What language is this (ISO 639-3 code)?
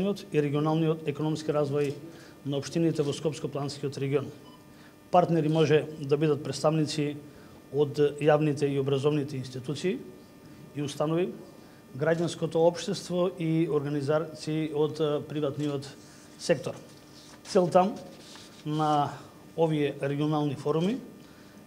mkd